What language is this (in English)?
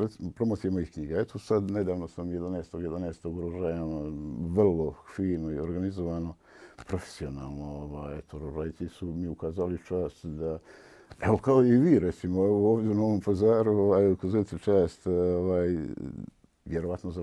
Bosnian